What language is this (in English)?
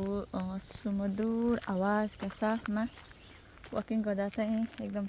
Nepali